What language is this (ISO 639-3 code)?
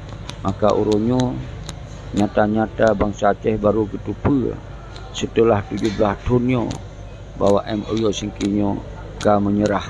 ace